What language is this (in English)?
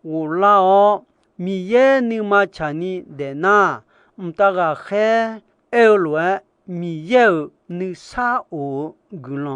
Akha